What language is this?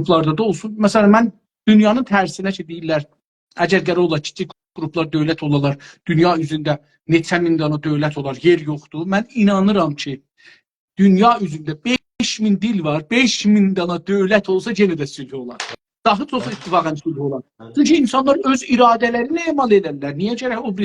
South Azerbaijani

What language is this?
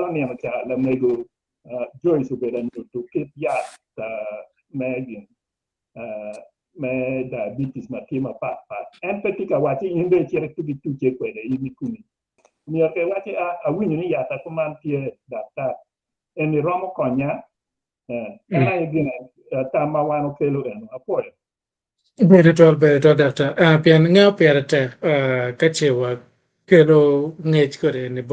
Acoli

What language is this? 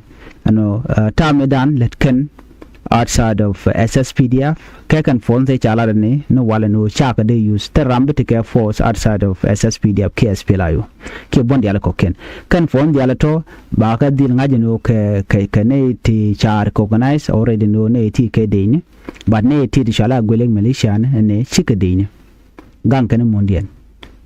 Nuer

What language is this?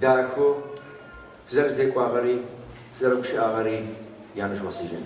Adyghe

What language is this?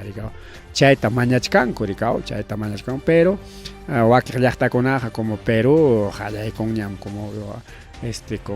Ayacucho Quechua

